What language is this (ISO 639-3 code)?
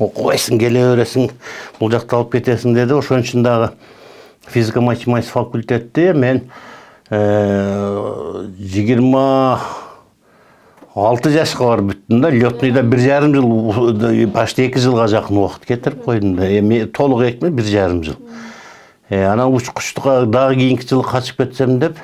kir